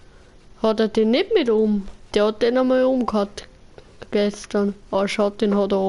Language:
Bavarian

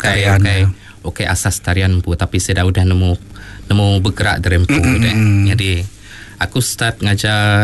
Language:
Iban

